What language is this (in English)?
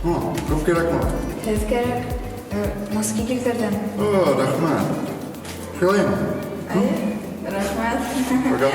Bashkir